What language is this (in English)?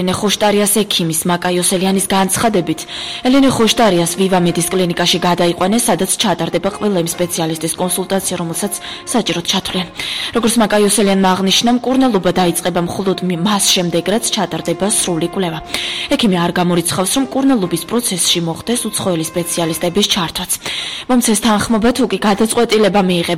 Georgian